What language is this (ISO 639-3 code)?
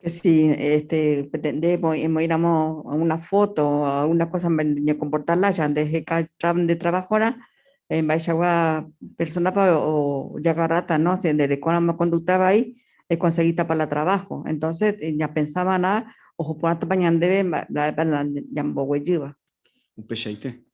grn